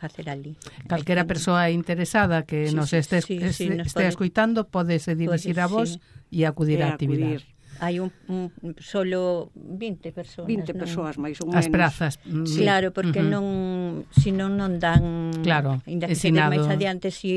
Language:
Galician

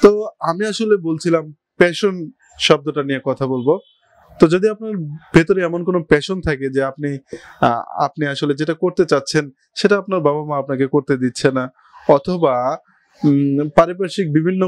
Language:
Bangla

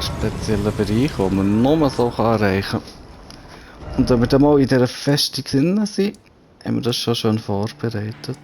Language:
Swiss German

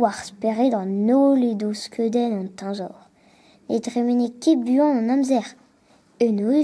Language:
Breton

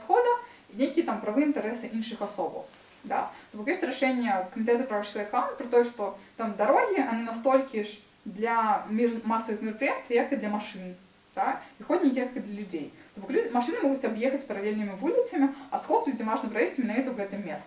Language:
Belarusian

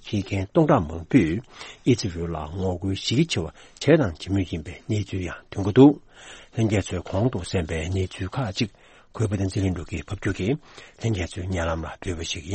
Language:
Tibetan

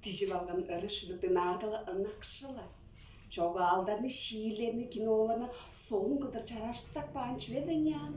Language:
Tuvinian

